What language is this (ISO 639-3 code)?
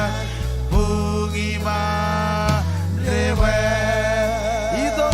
mah